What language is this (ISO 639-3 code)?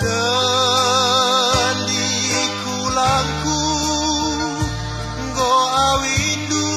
btx